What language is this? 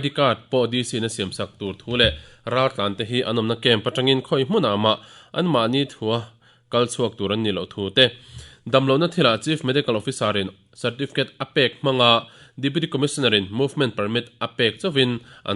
Mizo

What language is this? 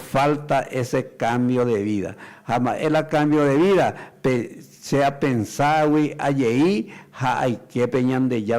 Guarani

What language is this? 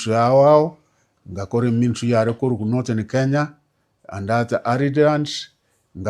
Gusii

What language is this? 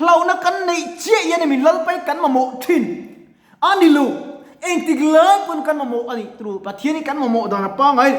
Mizo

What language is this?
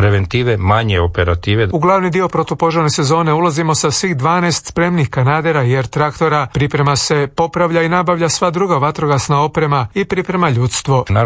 Croatian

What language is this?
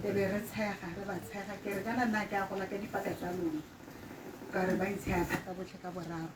Tswana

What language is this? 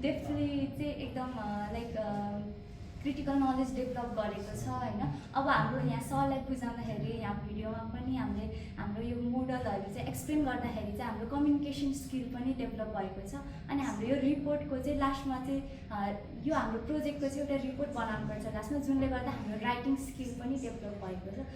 Nepali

